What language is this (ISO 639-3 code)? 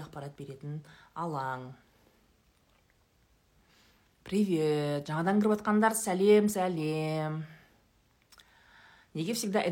kaz